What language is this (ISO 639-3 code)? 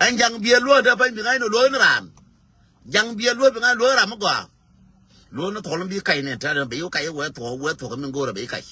nus